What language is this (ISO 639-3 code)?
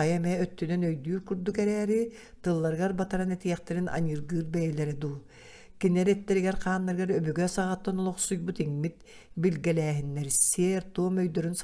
sah